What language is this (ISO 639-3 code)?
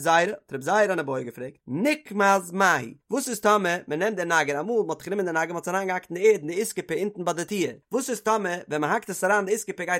yid